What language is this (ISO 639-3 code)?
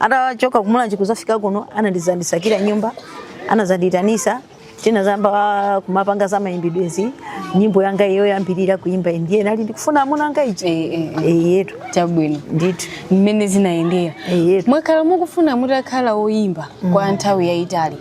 nya